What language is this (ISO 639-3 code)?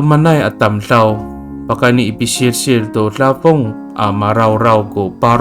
ami